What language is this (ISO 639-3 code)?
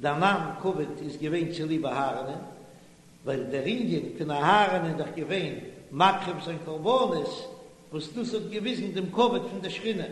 yid